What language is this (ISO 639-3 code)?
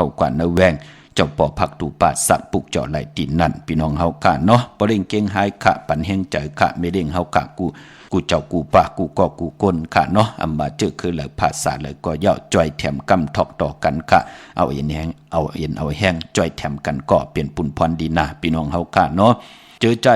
shn